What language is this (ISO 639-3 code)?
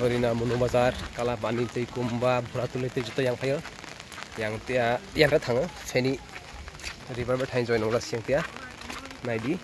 trp